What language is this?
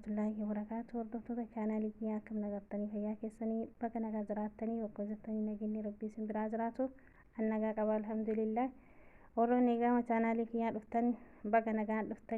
Oromo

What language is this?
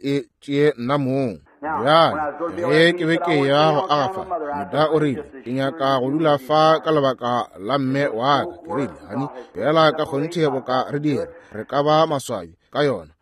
Northern Sotho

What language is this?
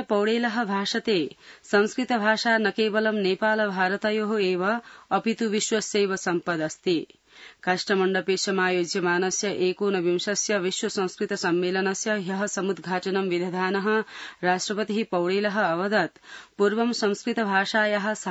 Sanskrit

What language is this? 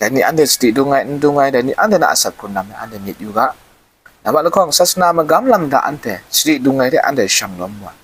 Kachin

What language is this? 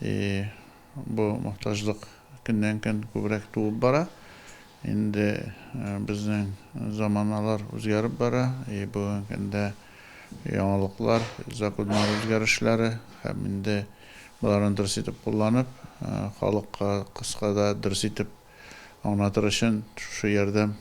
Tatar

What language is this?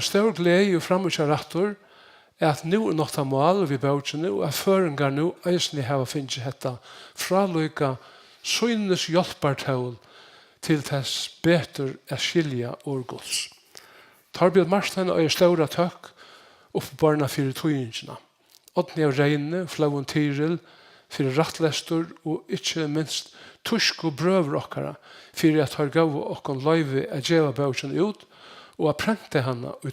Faroese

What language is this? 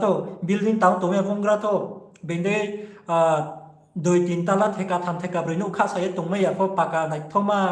Riang (India)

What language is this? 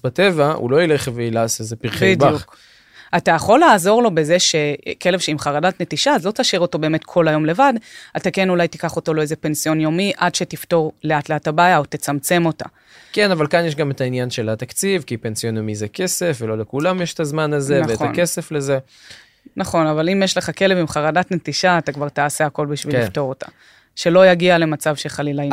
Hebrew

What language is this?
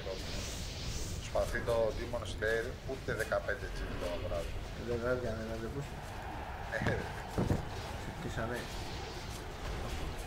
Greek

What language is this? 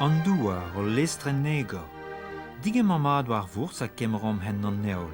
Breton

